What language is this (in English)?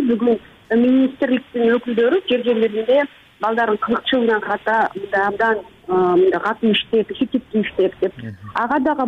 Kyrgyz